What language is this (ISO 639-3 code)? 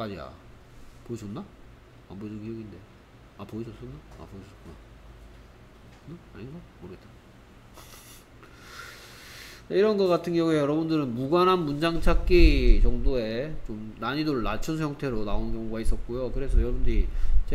kor